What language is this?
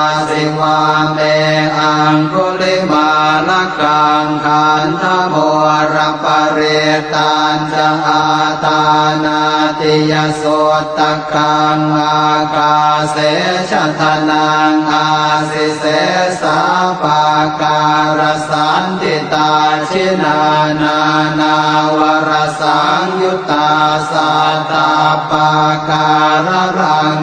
Pali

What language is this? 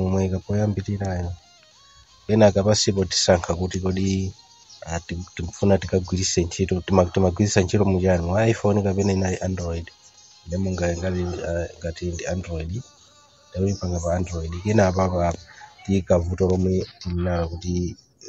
Nyanja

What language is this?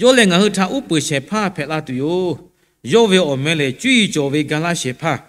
Lahu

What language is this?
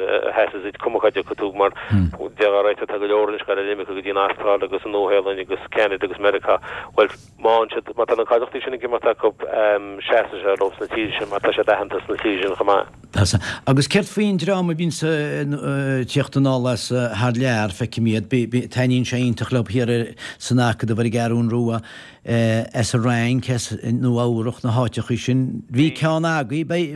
Irish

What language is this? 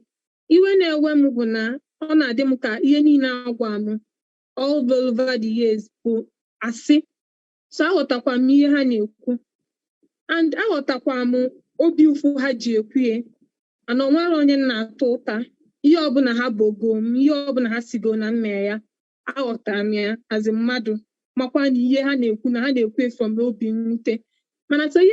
Igbo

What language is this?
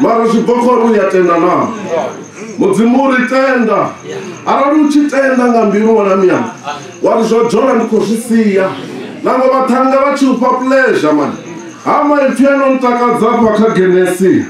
Venda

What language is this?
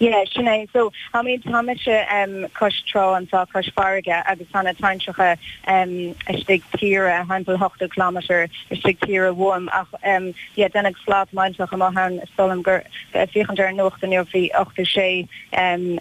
Irish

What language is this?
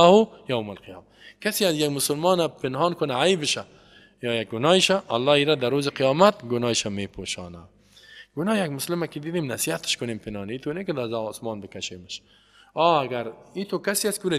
Persian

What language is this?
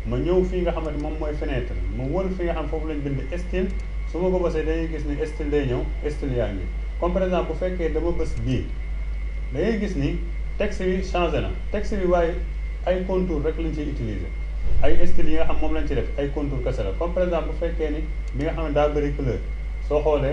Wolof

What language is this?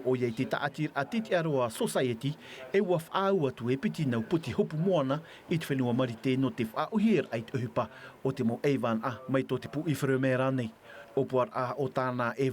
Tahitian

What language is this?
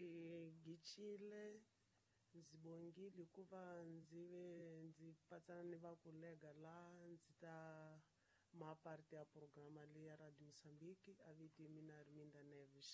Tsonga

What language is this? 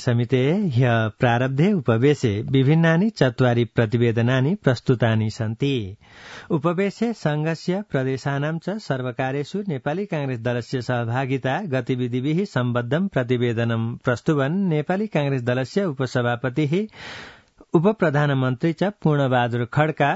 Sanskrit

